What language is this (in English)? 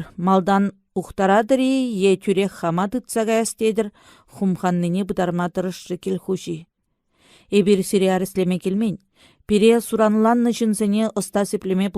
Chuvash